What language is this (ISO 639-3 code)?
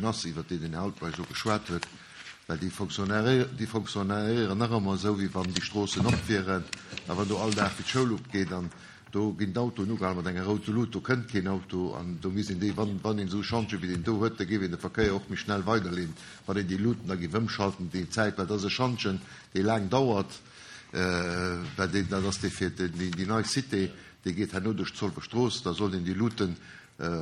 ltz